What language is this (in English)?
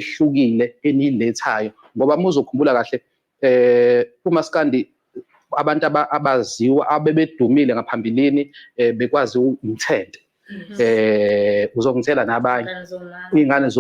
Zulu